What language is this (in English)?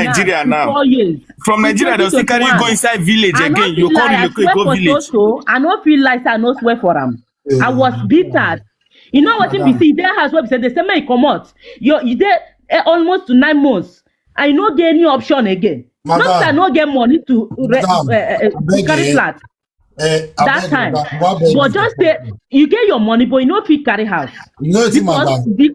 Nigerian Pidgin